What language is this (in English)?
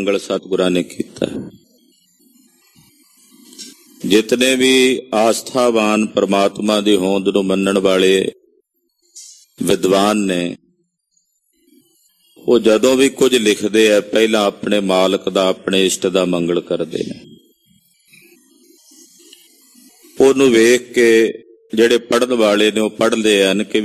Punjabi